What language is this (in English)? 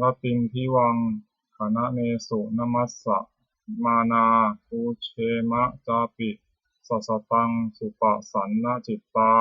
Pali